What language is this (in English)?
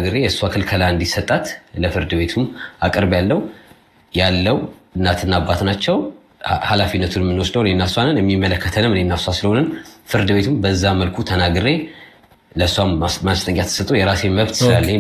Amharic